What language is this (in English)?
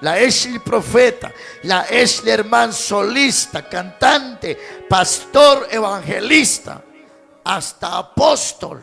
Kekchí